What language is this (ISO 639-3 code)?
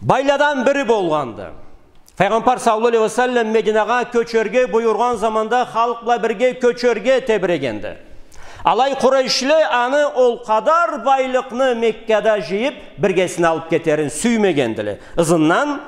krc